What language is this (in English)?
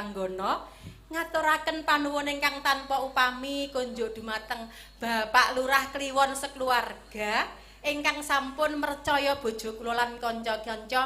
Javanese